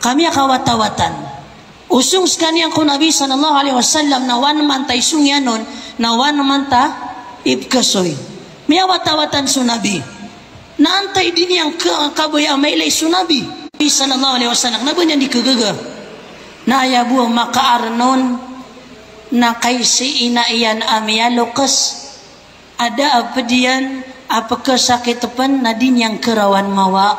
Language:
Maranao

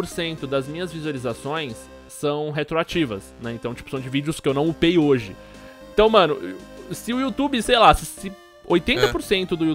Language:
Portuguese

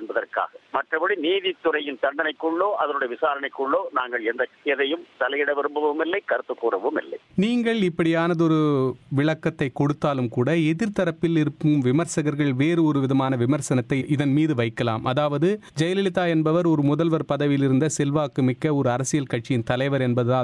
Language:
Tamil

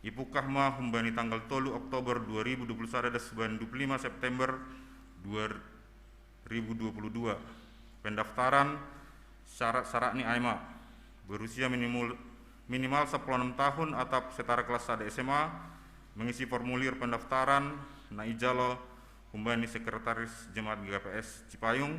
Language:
Batak Simalungun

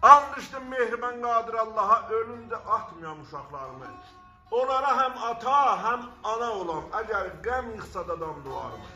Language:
South Azerbaijani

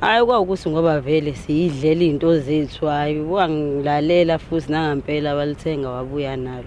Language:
Zulu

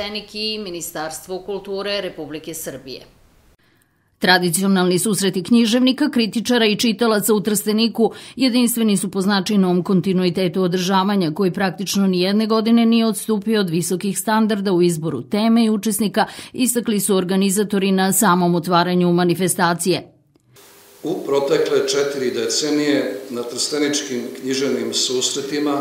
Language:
Serbian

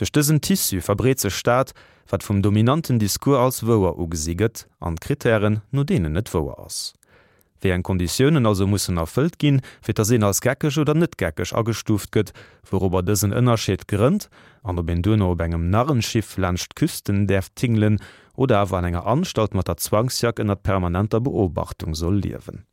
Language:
Luxembourgish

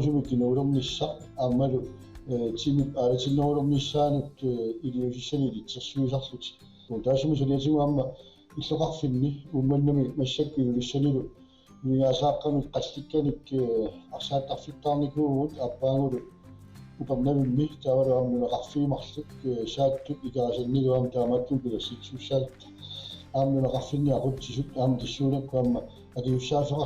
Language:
Kalaallisut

